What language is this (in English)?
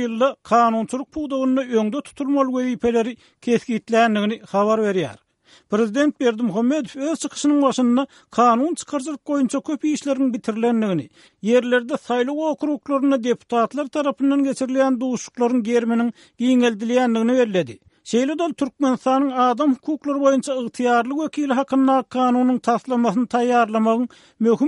Turkmen